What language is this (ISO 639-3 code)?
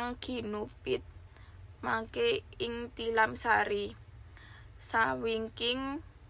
jav